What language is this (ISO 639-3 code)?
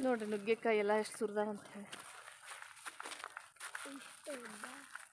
kan